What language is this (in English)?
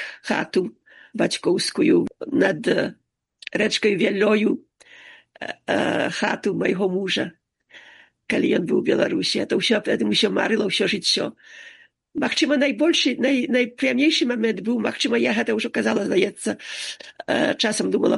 Belarusian